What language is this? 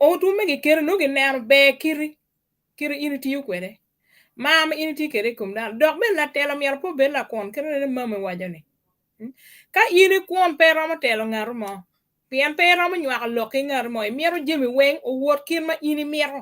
Acoli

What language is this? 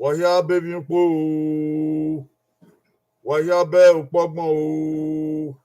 Bini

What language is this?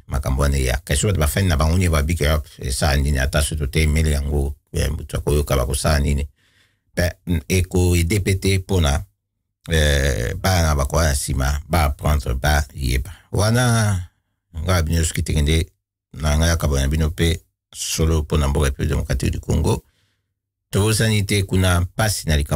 Lingala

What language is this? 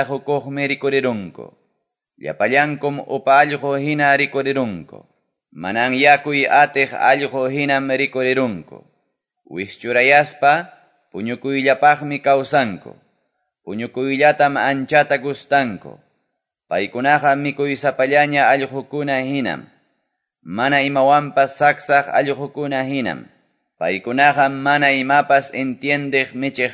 Quechua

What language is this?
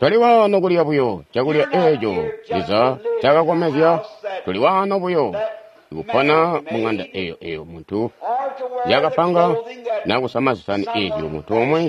Tonga (Zambia)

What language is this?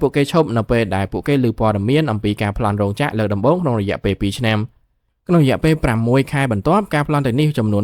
Khmer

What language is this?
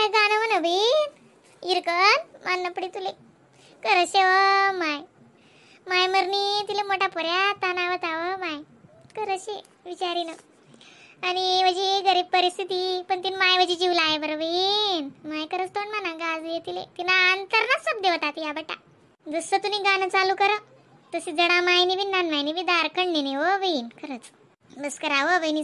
Khandesi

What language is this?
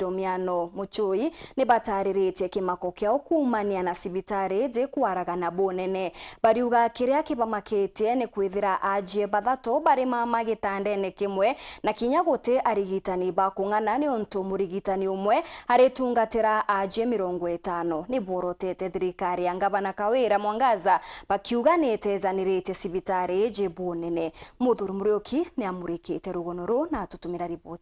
Meru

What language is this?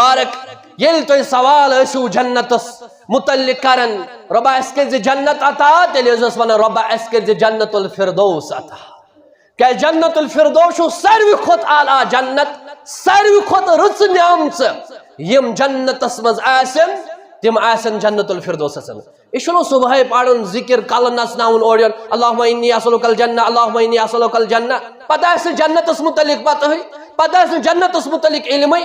Kashmiri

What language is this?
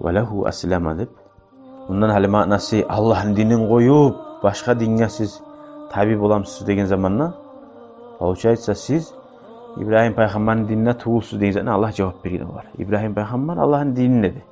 Kumyk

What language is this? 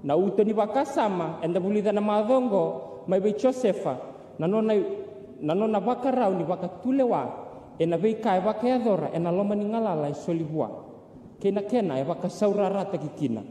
Fijian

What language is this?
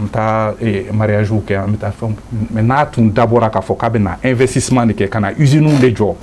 Bambara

